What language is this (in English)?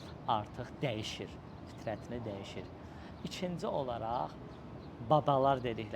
Azerbaijani